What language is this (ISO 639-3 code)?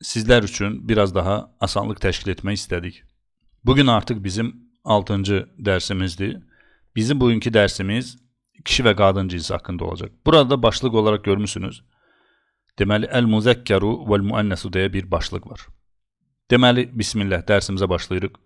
aze